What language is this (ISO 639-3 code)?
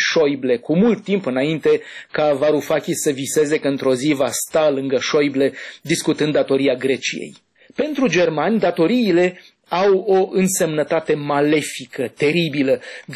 ron